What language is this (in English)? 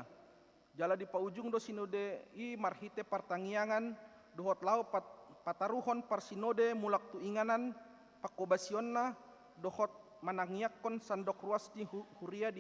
Batak Toba